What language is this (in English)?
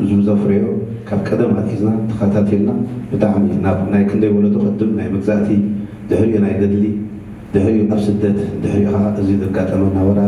Tigrinya